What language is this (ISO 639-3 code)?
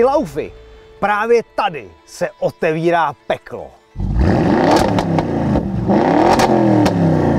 ces